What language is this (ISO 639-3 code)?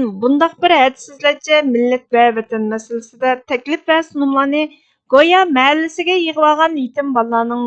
uig